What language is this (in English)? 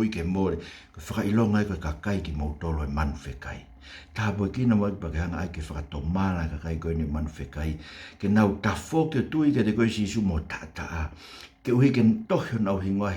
Tongan